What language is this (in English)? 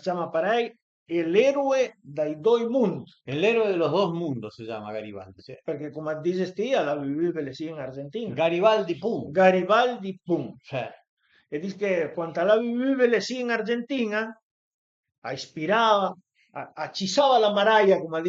Piedmontese